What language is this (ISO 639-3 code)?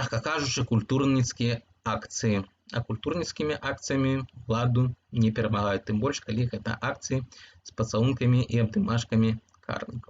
bel